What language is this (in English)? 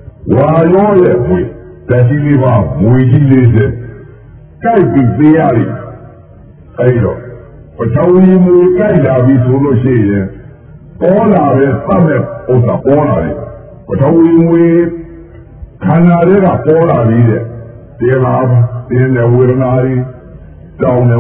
Burmese